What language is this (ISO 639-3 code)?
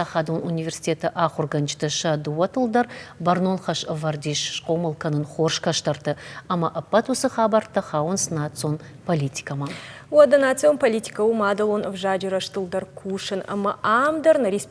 oss